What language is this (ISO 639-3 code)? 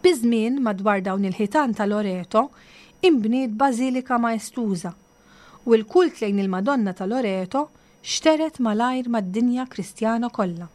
mlt